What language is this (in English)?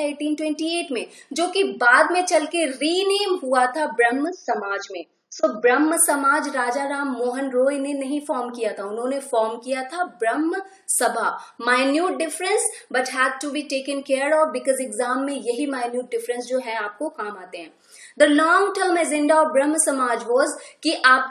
Hindi